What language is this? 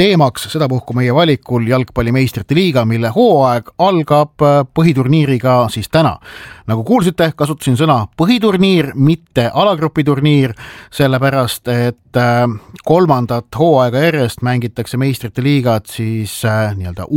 Estonian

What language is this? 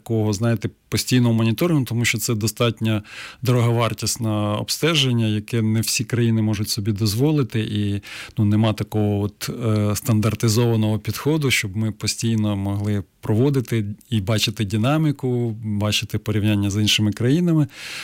Ukrainian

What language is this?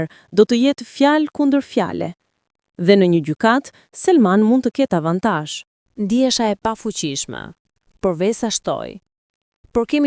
Albanian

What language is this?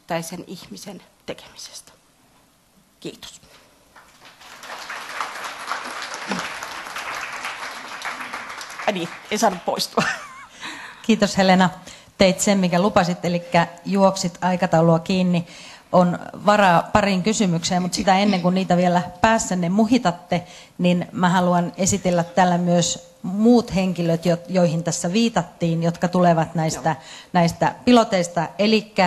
Finnish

